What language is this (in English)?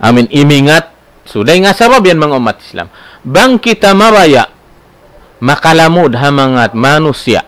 Tausug